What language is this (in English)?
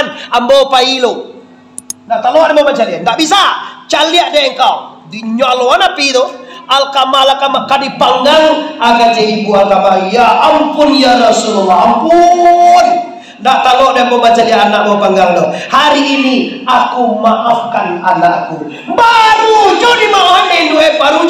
Minangkabau